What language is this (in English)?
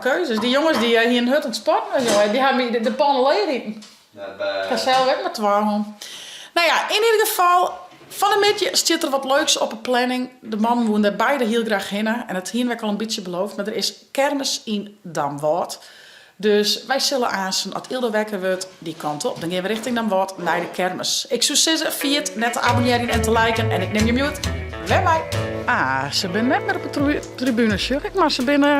Western Frisian